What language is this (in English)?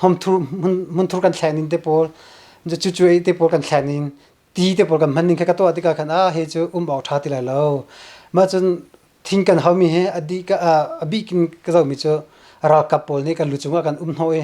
Hakha Chin